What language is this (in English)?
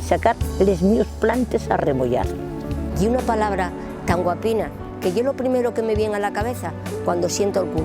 Asturian